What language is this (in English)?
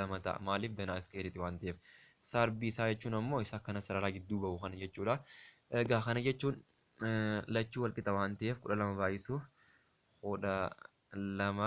Oromo